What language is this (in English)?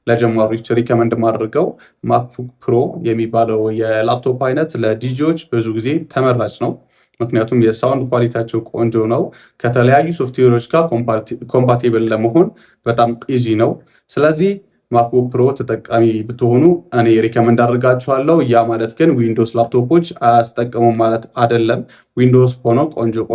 Amharic